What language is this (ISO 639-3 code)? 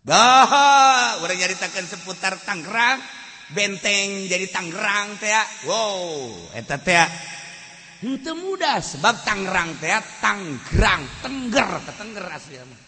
sun